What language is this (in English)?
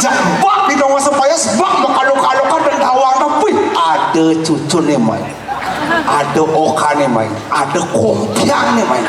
Balinese